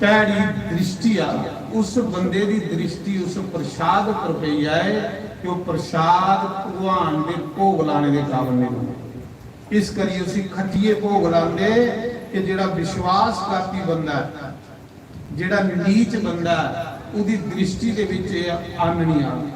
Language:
Dogri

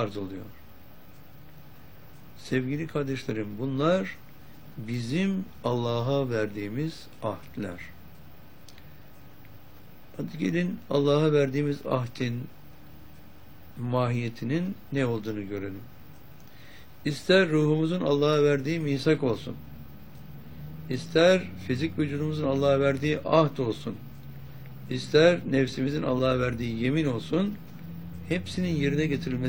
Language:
Turkish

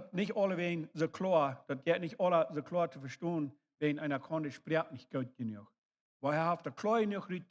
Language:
Plautdietsch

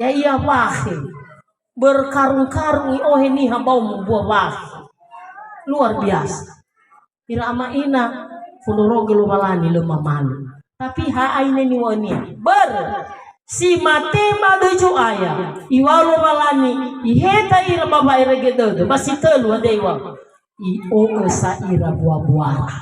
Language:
Nias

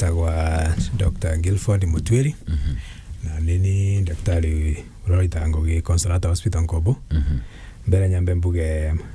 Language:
Meru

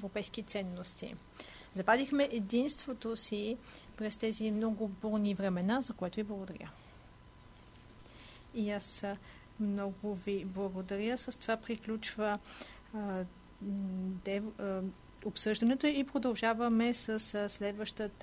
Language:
Bulgarian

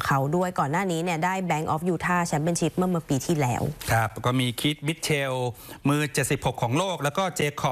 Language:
Thai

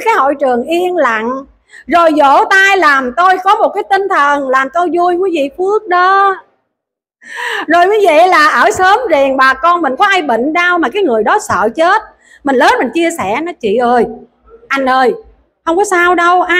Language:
Vietnamese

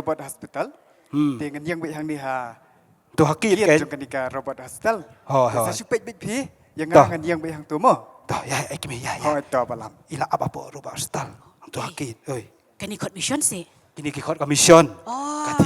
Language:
Khasi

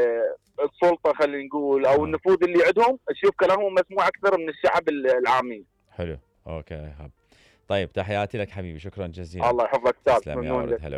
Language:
Mesopotamian Arabic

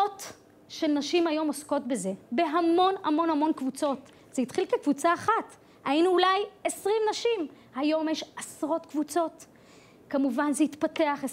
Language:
Hebrew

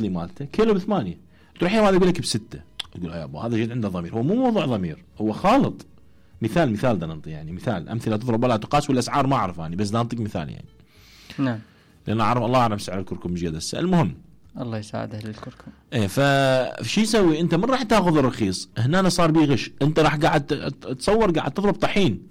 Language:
Mesopotamian Arabic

